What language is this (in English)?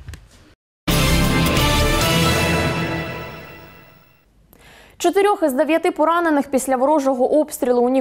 Ukrainian